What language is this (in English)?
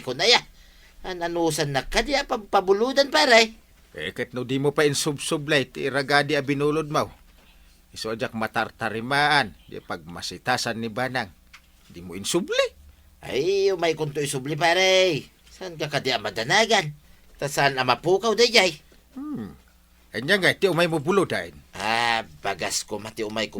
Iloko